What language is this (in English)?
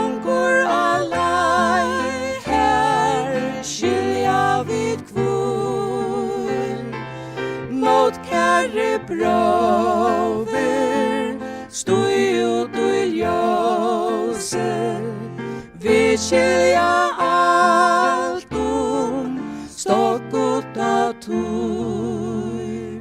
Faroese